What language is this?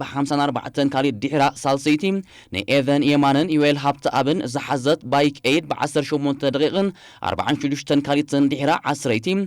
Tigrinya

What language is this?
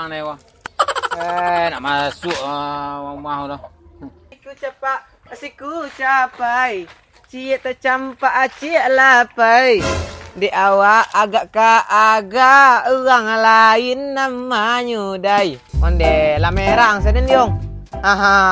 Minangkabau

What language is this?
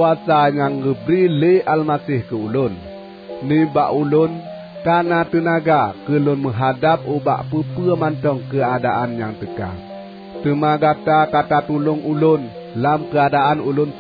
Achinese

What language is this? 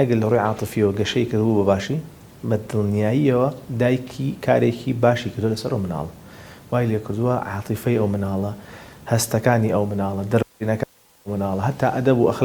Central Kurdish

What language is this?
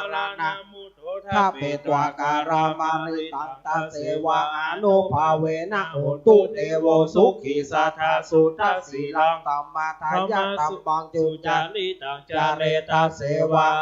Pali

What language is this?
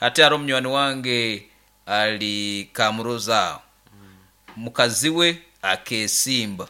Nyankole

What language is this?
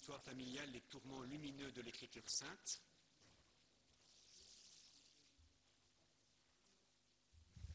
French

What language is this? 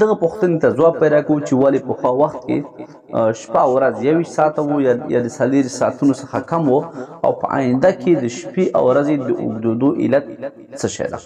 Pashto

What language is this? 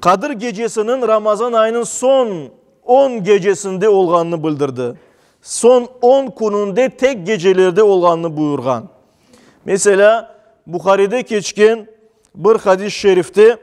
Crimean Tatar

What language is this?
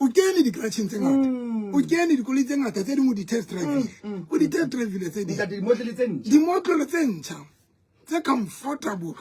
Southern Sotho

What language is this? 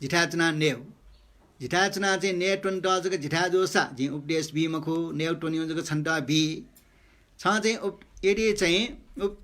Newari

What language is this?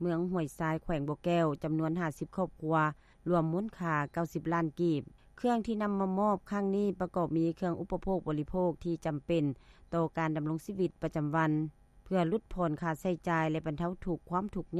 Lao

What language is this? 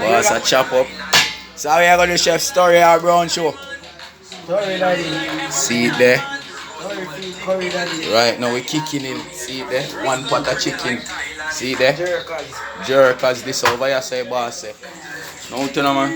Jamaican Creole English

